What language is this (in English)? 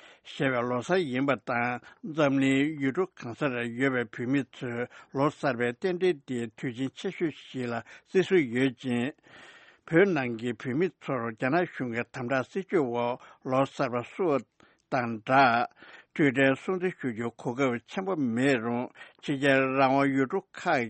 Tibetan